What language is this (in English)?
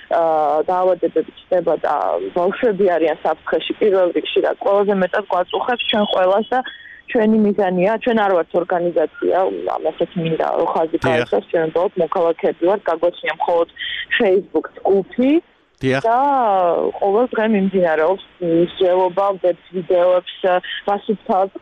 Georgian